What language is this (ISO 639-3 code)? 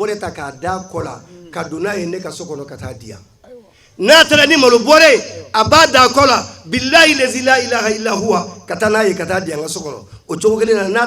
bam